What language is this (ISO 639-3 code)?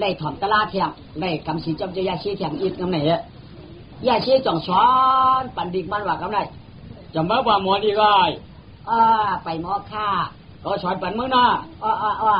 shn